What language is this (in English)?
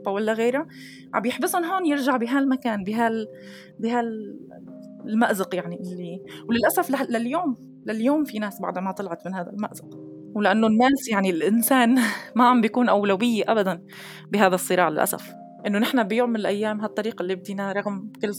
North Levantine Arabic